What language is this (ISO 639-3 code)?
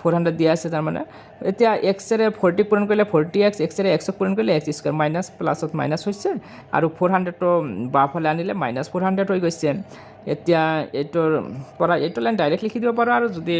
asm